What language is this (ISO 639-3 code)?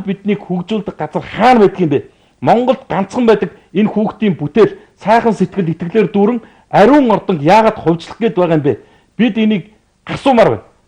mon